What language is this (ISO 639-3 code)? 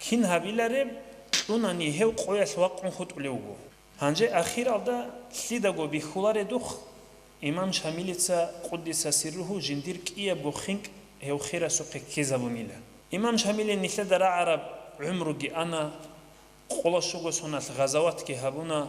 ava